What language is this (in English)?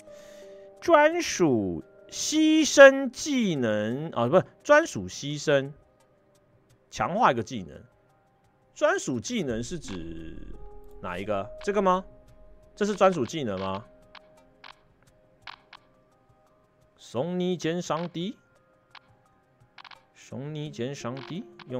Chinese